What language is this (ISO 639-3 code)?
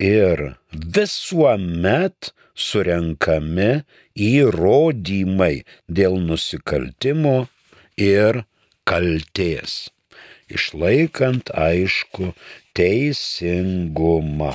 lit